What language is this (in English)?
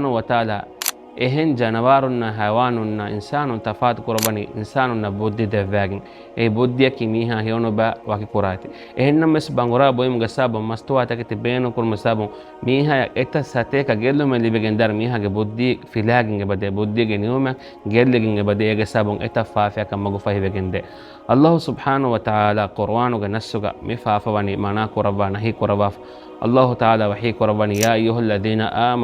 Divehi